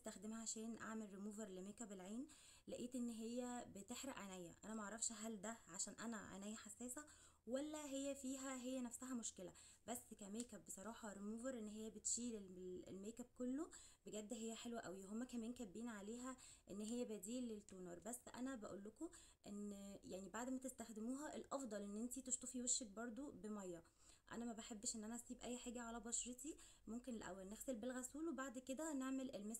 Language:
Egyptian Arabic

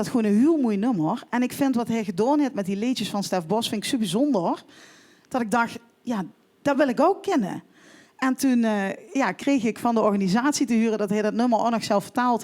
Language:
Limburgish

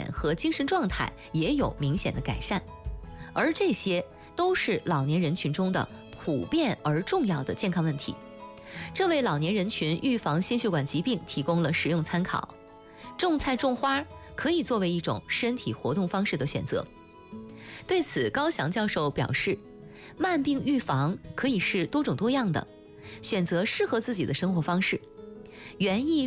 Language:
Chinese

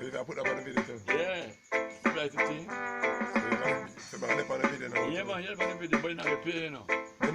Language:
Jamaican Creole English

